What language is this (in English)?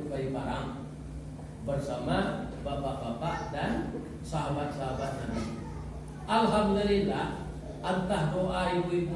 Minangkabau